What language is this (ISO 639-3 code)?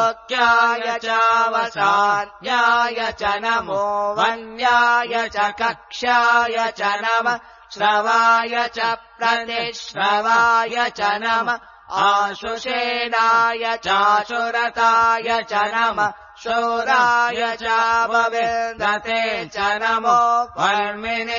san